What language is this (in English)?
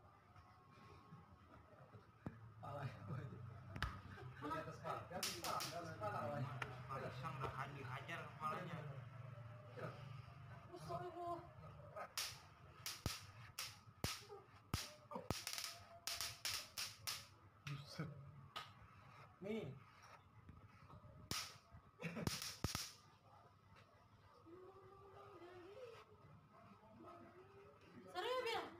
Indonesian